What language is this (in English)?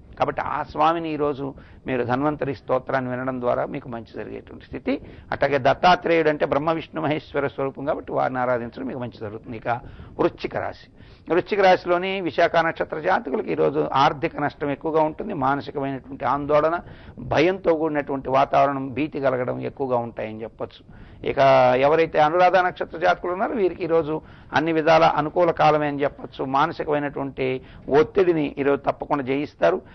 Telugu